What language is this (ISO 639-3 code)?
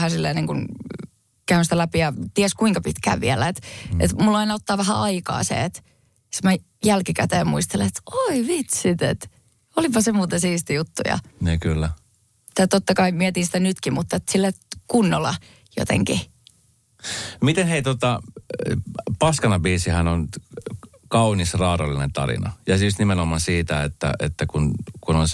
fin